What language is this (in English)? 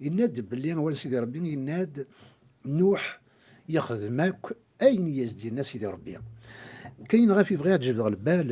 Kabyle